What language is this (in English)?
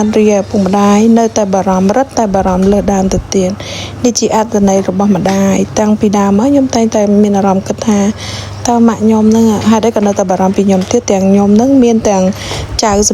Khmer